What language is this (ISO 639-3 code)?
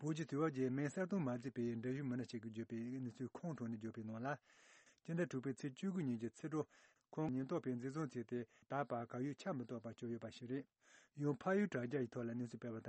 bod